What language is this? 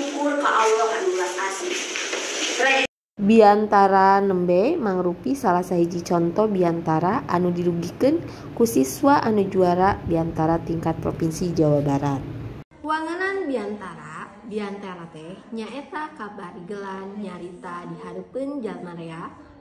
Sundanese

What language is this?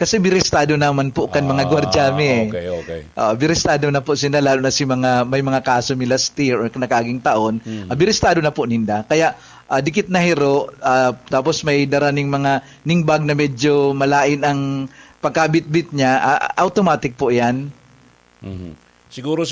Bikol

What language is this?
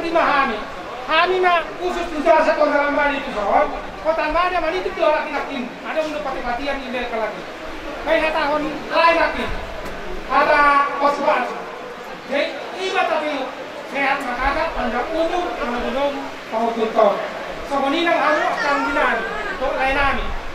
Batak Toba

